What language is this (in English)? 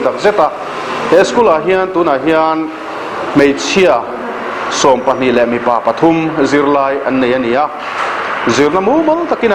Mizo